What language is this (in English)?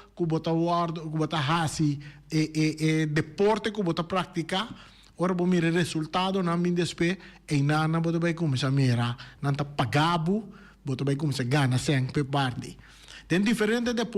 Papiamento